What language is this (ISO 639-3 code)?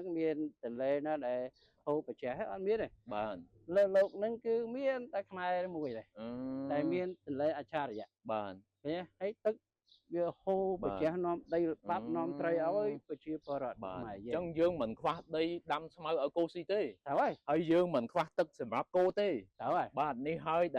khm